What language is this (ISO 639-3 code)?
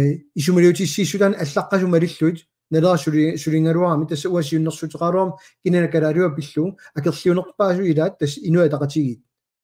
kal